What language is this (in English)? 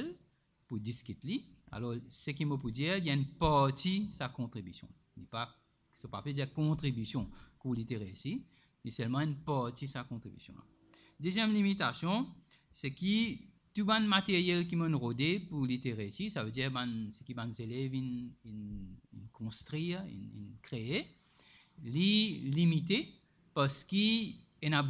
Morisyen